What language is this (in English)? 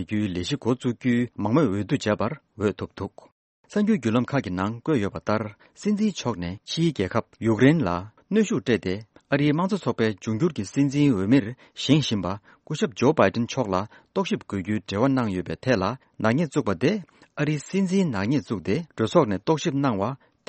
Tibetan